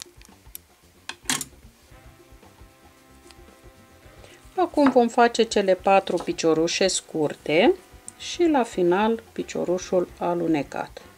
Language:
Romanian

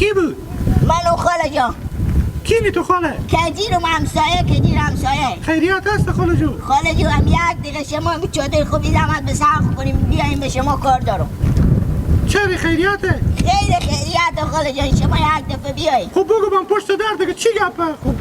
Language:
Hazaragi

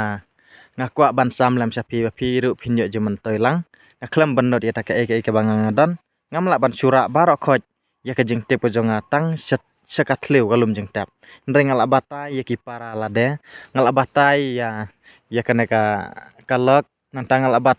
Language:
Khasi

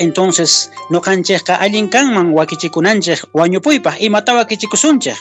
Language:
Quechua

